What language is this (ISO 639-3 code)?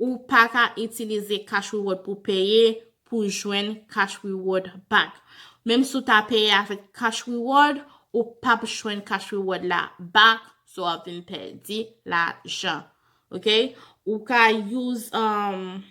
hat